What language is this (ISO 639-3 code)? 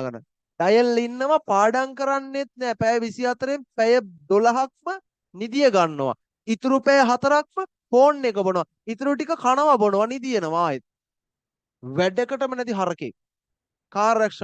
sin